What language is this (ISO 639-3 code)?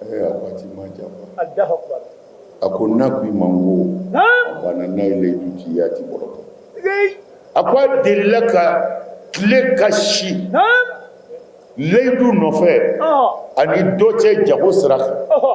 bam